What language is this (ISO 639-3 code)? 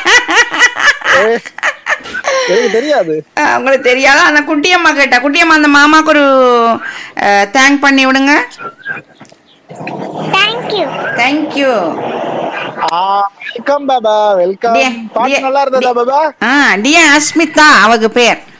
tam